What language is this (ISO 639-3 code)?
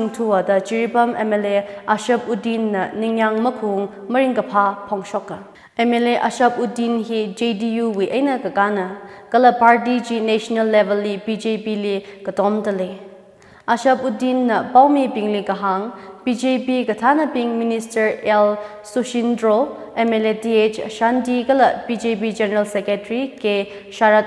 nmf